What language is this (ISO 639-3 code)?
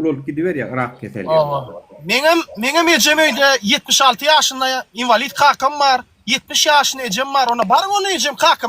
tuk